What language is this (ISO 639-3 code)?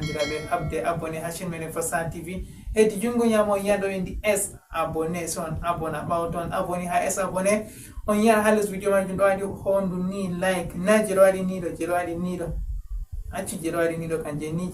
ful